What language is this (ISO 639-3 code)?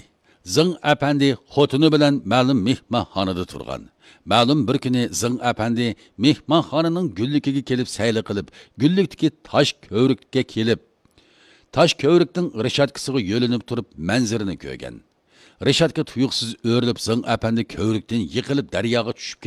uig